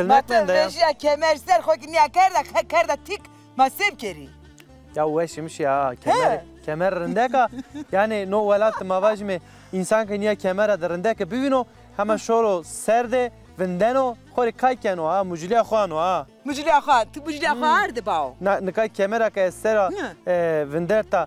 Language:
Zaza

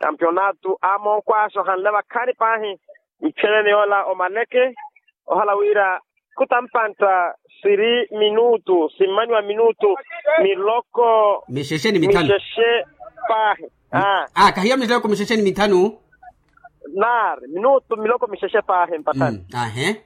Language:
Makhuwa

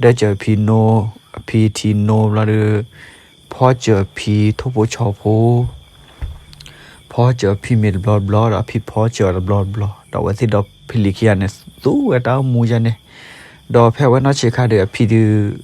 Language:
S'gaw Karen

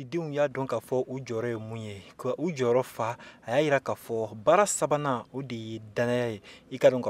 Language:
Bambara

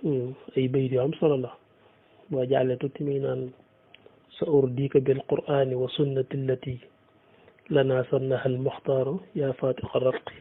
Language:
Wolof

